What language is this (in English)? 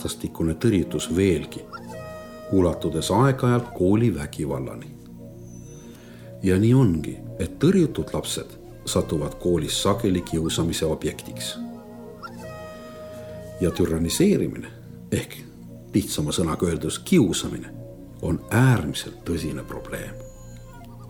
Estonian